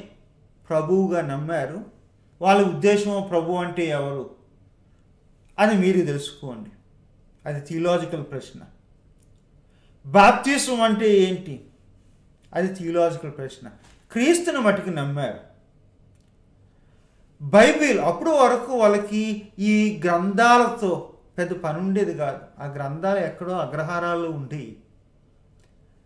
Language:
Telugu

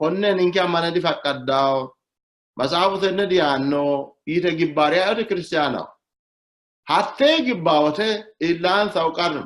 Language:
Sidamo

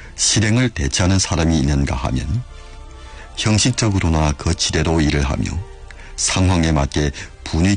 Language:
Korean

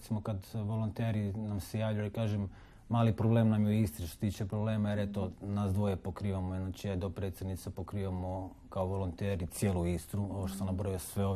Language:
Croatian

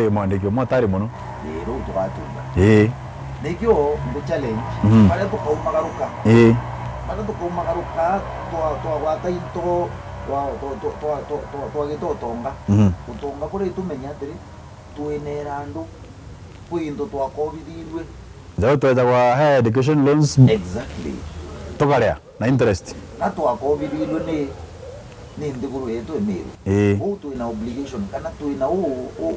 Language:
Meru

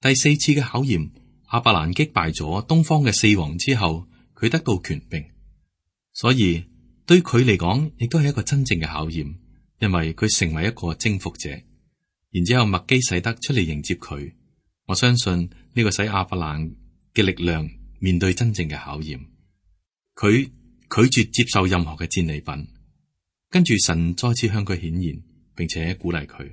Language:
Cantonese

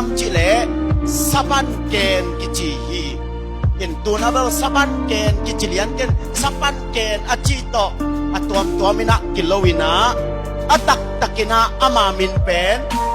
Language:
Tedim Chin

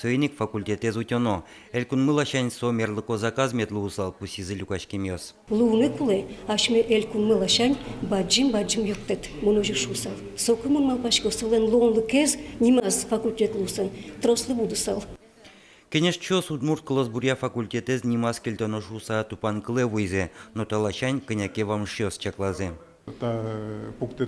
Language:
Udmurt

